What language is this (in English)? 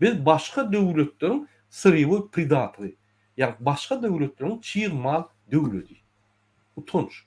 Turkmen